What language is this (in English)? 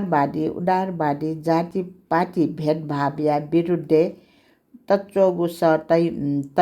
Newari